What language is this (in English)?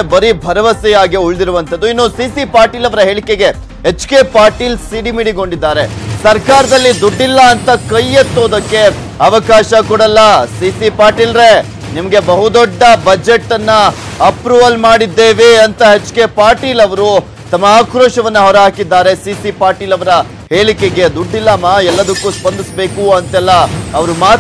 Kannada